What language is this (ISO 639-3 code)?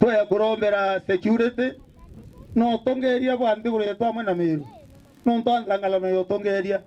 mer